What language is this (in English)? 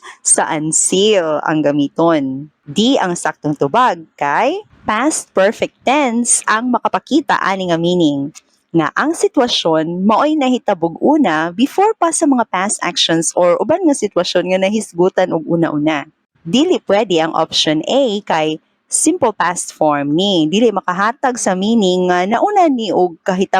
Cebuano